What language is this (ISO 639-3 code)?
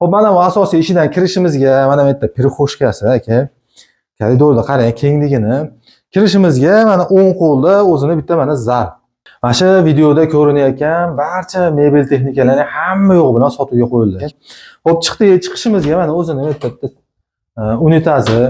uzb